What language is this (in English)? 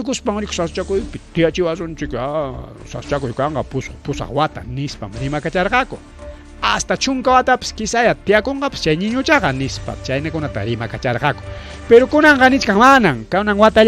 Ayacucho Quechua